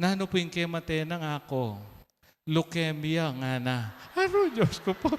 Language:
Pampanga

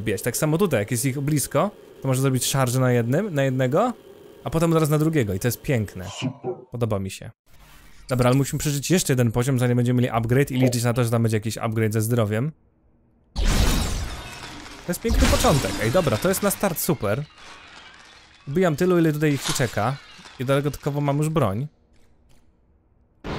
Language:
Polish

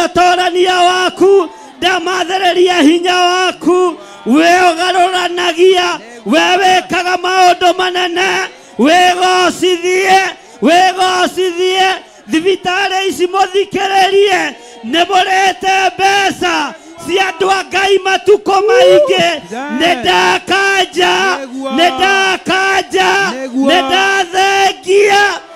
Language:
Kikuyu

